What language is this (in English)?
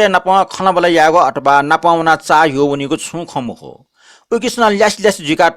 Newari